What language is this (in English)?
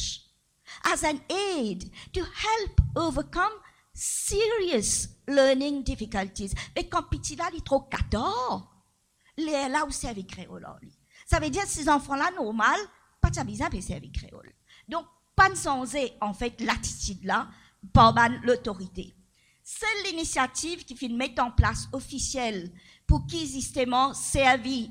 Morisyen